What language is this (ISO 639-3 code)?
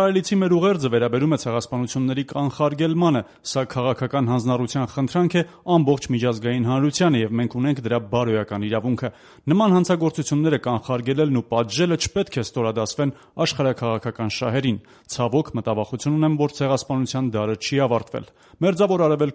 hye